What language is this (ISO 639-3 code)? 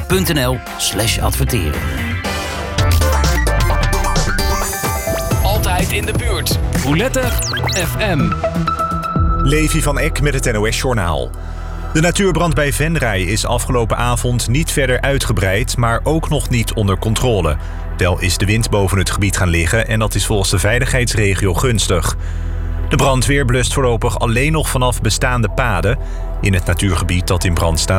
nld